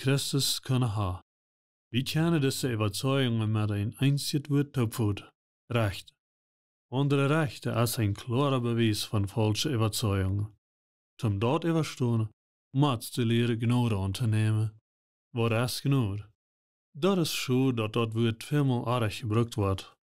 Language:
Plautdietsch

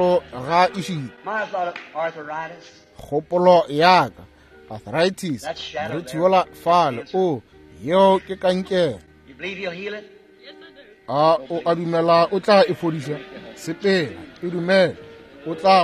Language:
Northern Sotho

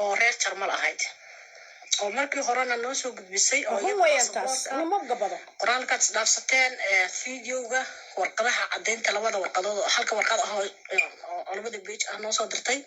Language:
Somali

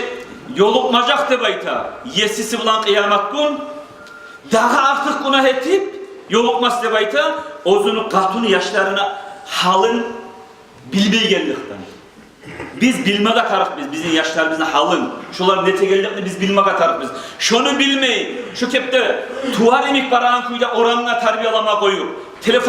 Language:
Kumyk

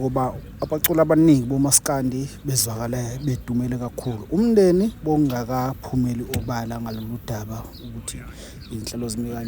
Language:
Zulu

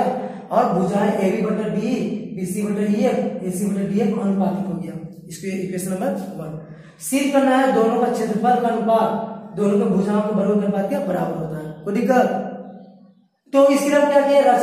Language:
Hindi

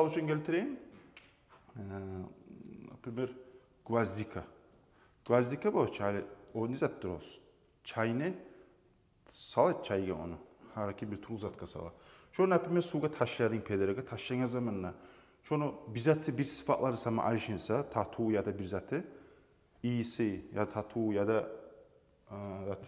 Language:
Kumyk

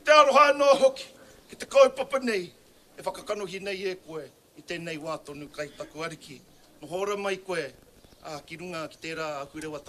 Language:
Māori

